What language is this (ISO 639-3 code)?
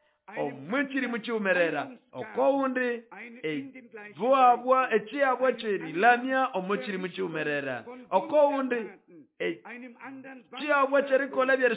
nnb